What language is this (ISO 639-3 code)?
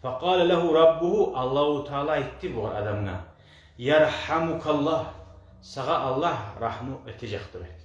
kum